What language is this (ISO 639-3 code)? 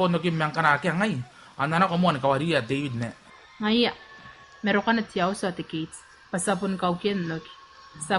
gil